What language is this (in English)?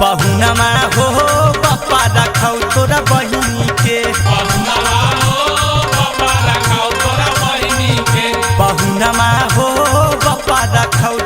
Magahi